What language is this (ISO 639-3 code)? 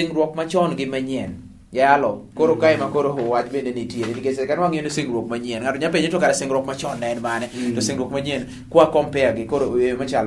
luo